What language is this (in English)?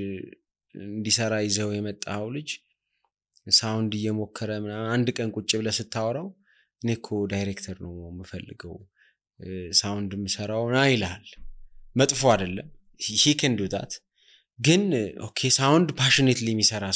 Amharic